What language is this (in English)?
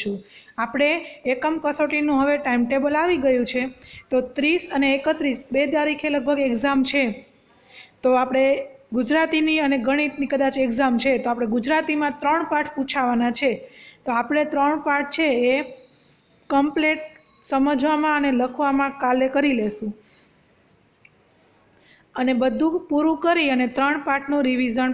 Gujarati